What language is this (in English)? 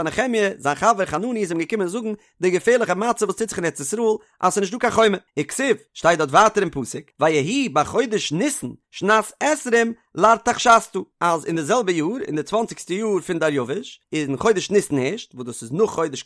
Yiddish